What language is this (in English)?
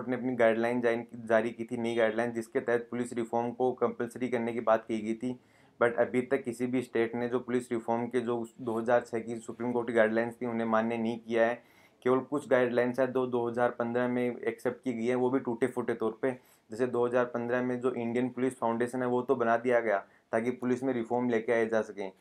Hindi